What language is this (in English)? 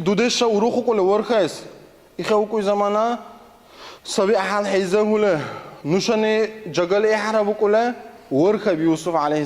Dargwa